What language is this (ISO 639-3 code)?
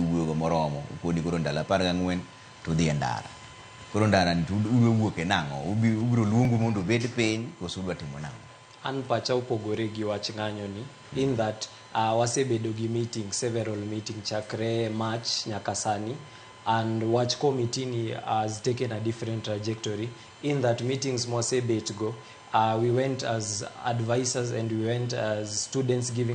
luo